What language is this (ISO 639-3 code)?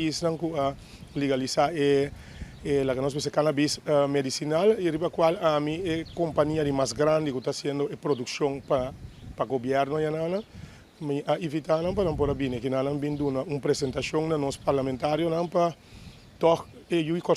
pap